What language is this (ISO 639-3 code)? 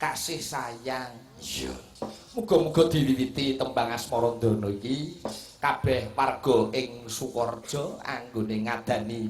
jav